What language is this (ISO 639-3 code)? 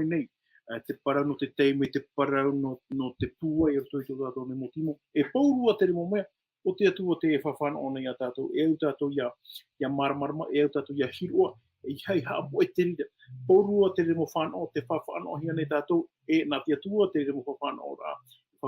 tah